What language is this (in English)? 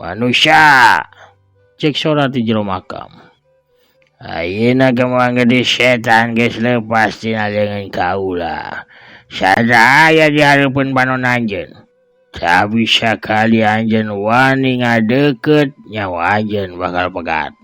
Sundanese